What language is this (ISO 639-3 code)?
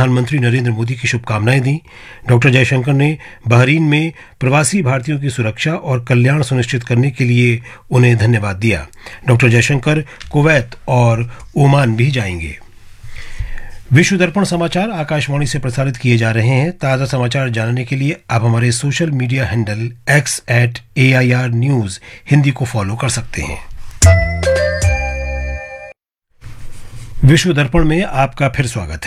hin